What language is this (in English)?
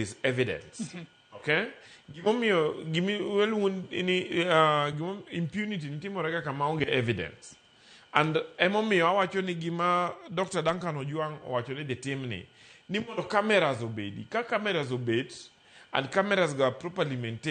Luo (Kenya and Tanzania)